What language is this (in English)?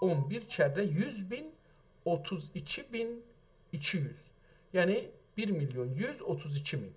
South Azerbaijani